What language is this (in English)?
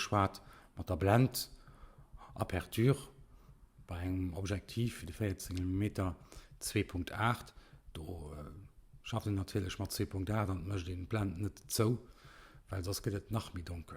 Luxembourgish